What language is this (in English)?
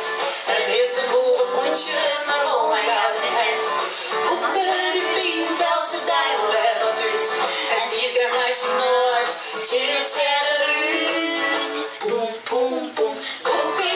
Western Frisian